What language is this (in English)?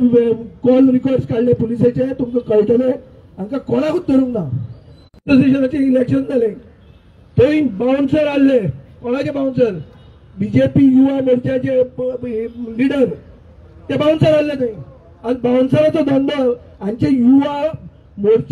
Konkani